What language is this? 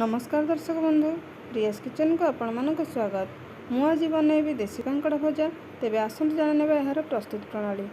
Odia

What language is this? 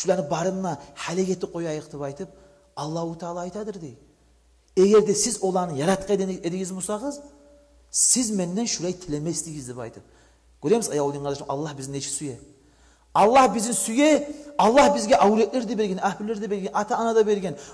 Kumyk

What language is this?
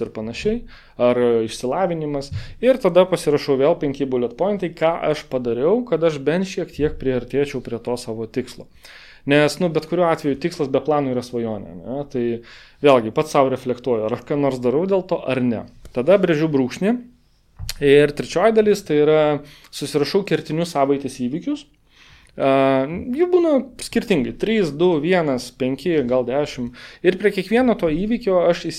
Lithuanian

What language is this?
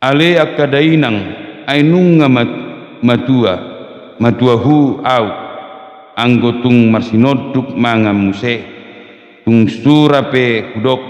Batak Toba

